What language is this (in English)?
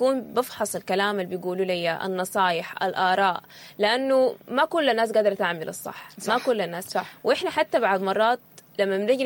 Sudanese Arabic